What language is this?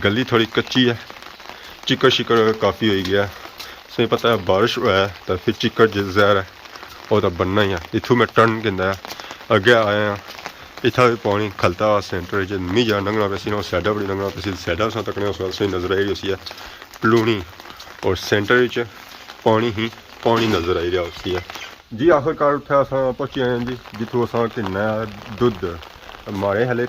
Pahari-Potwari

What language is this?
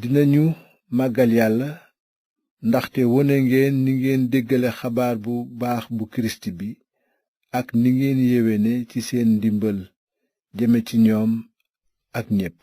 Wolof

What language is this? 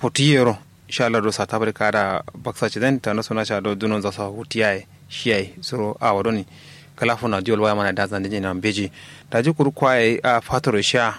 Kanuri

